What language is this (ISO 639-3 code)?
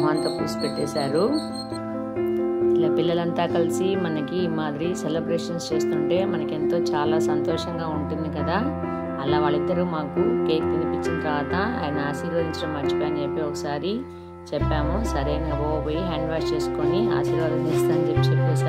tel